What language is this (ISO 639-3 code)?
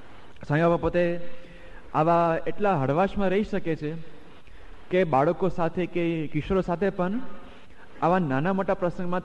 guj